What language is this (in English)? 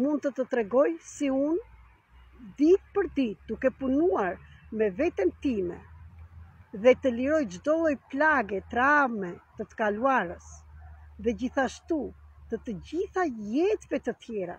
Albanian